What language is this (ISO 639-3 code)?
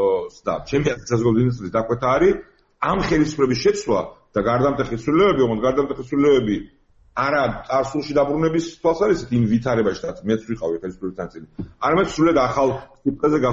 kat